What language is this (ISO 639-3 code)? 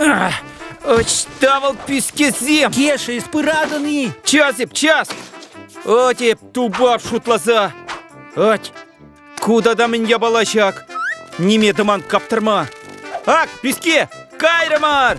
chv